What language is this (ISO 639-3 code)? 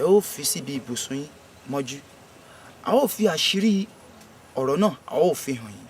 yor